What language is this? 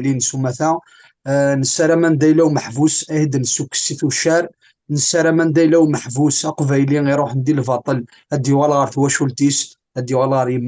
Kabyle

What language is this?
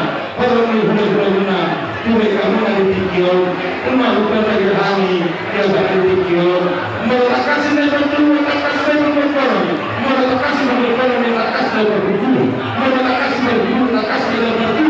Batak Toba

